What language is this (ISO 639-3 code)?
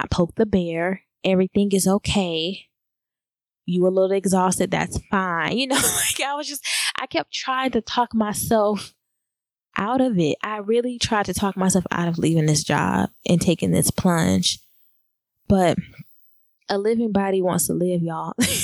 eng